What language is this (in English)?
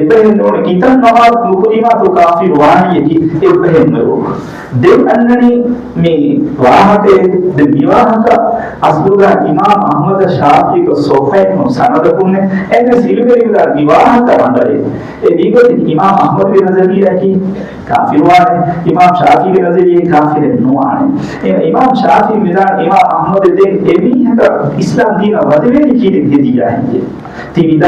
Divehi